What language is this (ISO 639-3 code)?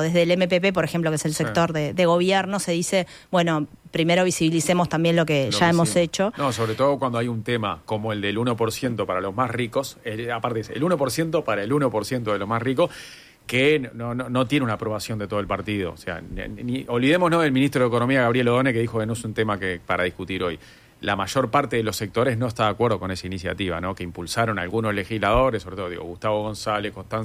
spa